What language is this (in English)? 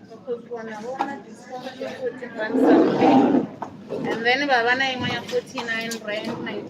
Venda